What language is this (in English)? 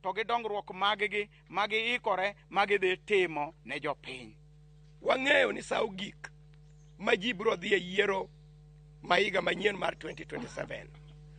Luo (Kenya and Tanzania)